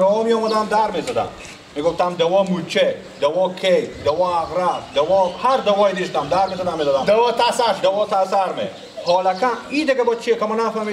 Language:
Persian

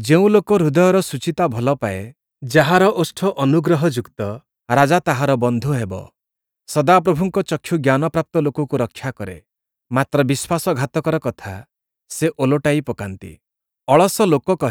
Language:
Odia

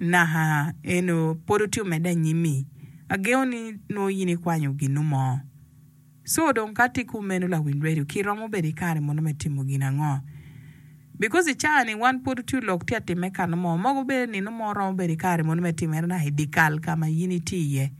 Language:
Acoli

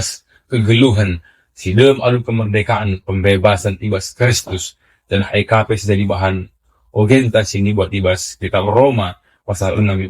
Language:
Batak Karo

